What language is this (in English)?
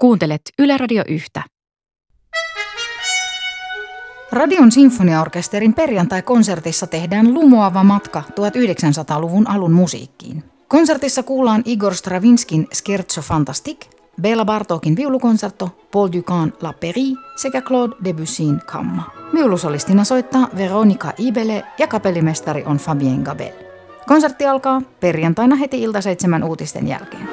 Finnish